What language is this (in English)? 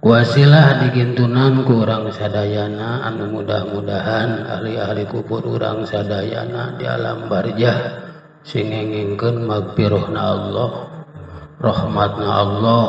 Sundanese